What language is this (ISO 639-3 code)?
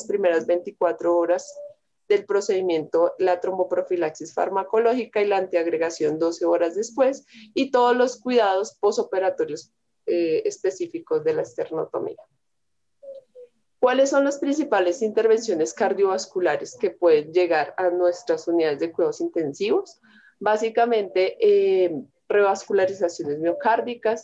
spa